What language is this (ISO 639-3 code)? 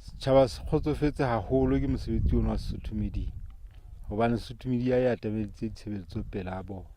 sot